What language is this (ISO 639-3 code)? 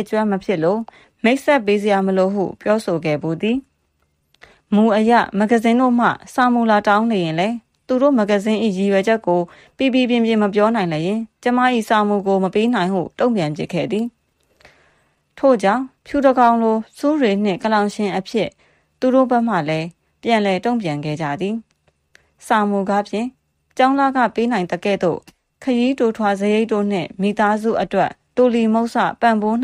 mya